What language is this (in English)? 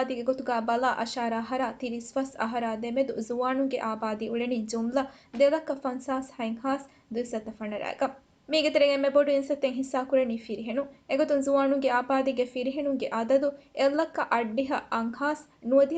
Divehi